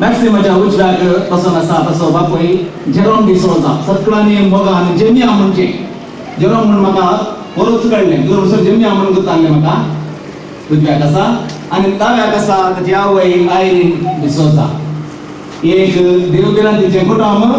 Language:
Konkani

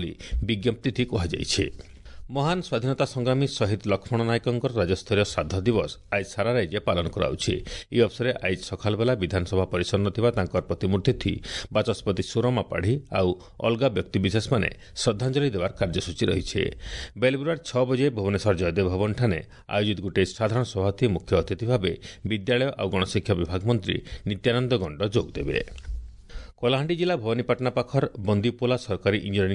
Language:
Odia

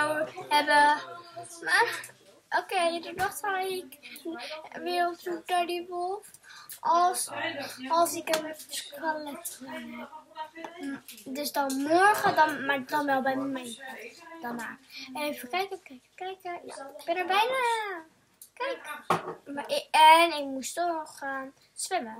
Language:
Dutch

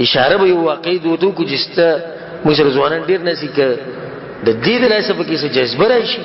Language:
Pashto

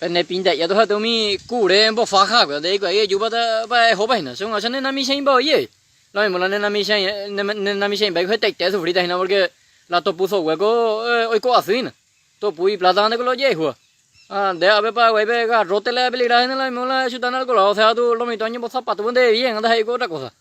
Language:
Guarani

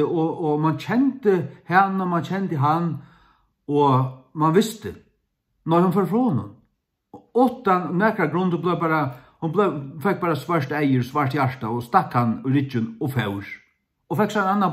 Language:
Faroese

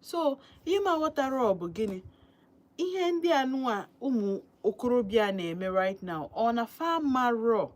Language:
Igbo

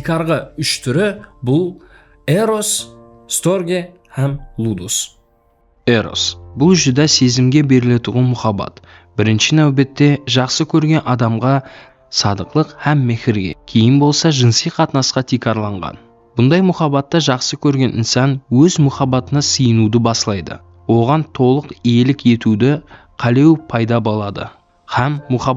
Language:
Kara-Kalpak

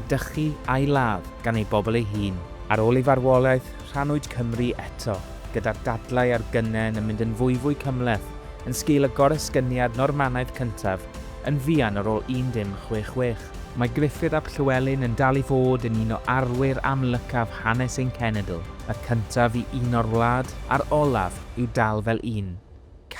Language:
Welsh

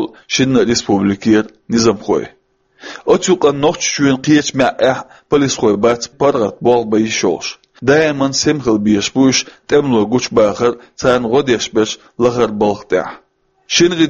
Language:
Chechen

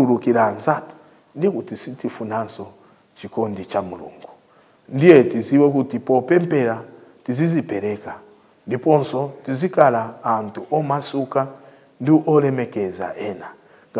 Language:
Nyanja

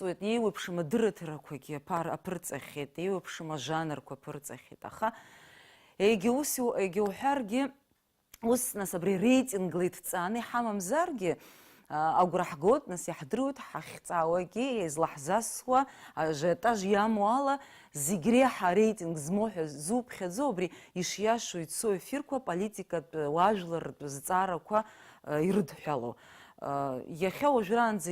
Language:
Abkhazian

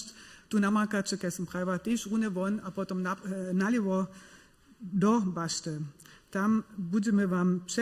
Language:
Upper Sorbian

